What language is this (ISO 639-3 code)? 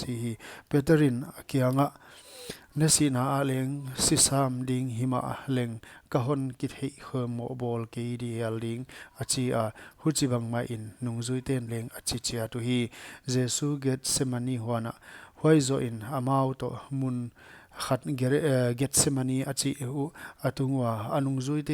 pck